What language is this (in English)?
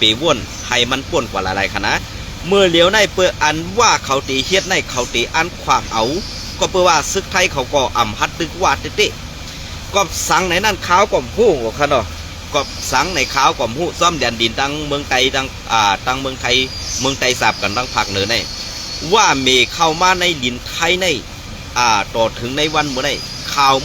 Shan